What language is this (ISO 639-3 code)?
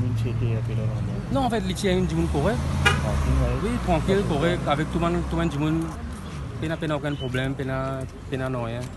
mfe